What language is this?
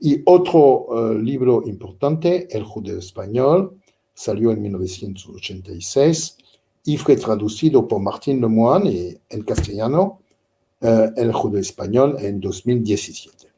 Ladino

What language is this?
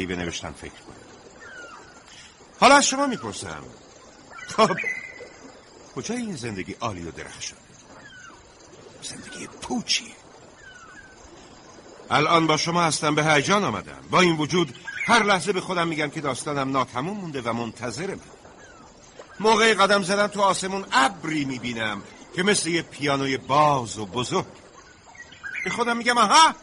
Persian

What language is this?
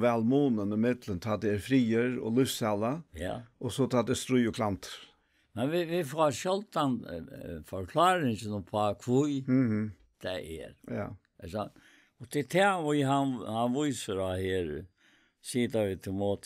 Faroese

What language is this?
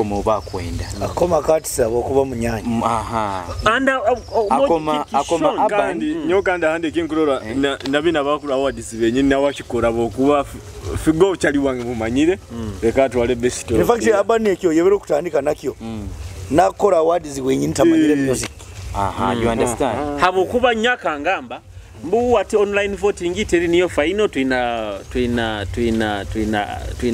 Nyoro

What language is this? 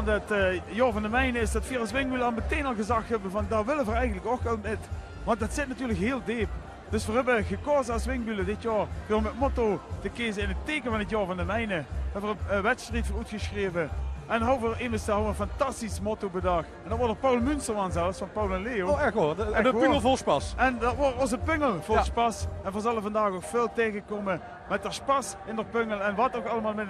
Limburgish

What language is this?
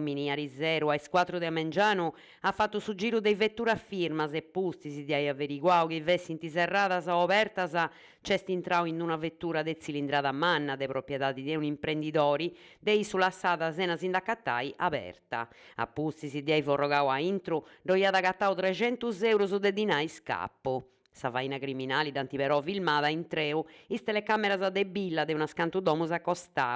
Sardinian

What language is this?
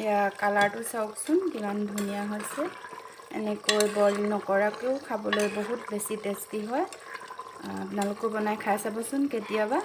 Assamese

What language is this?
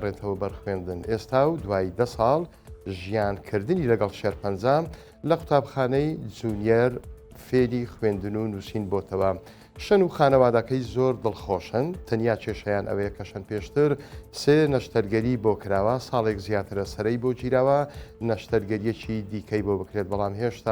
Central Kurdish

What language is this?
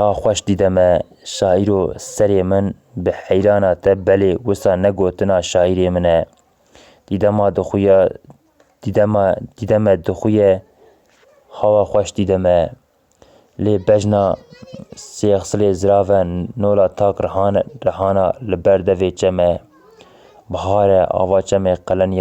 Kurdish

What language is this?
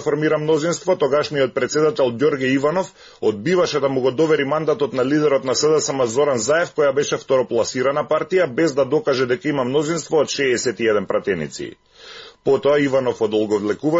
Macedonian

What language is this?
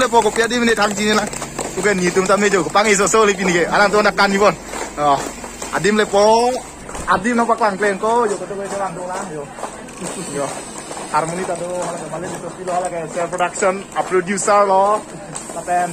Karbi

